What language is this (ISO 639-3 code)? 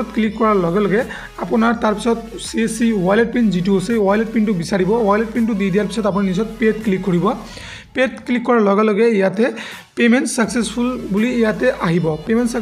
asm